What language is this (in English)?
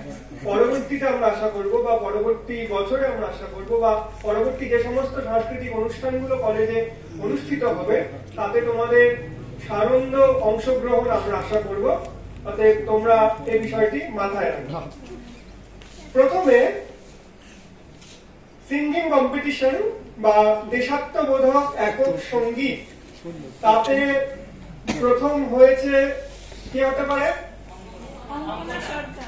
Bangla